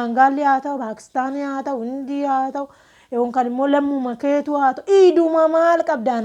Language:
Oromo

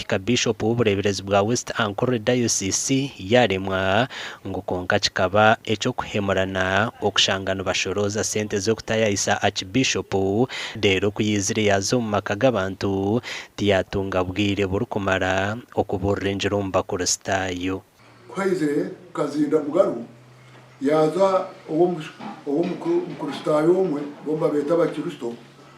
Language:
Nyankole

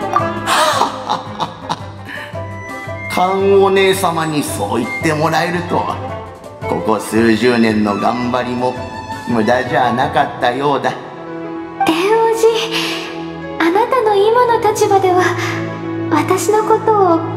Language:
Japanese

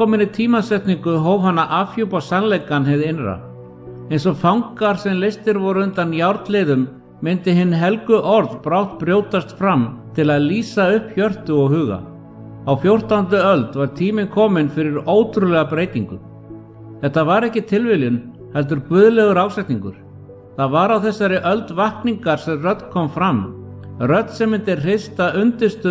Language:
Icelandic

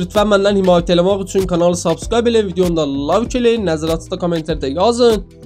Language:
South Azerbaijani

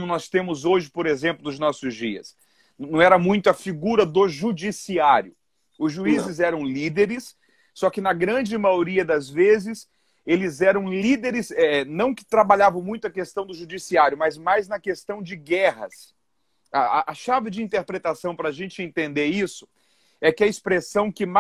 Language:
Portuguese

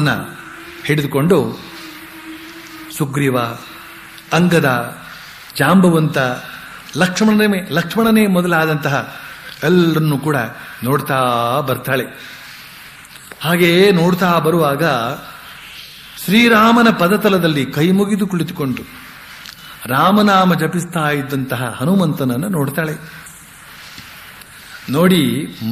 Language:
Kannada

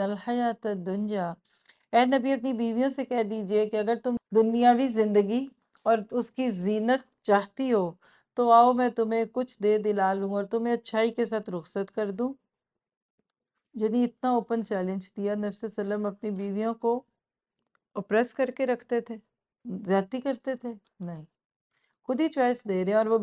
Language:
Urdu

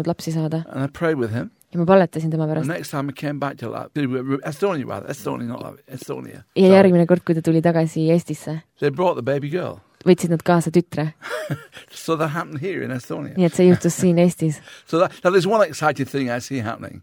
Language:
Estonian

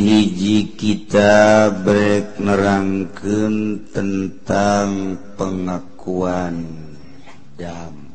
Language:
Sundanese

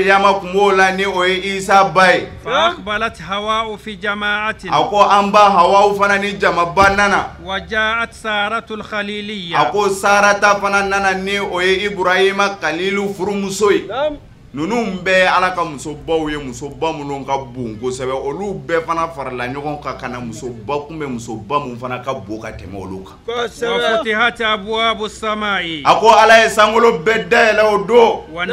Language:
Bambara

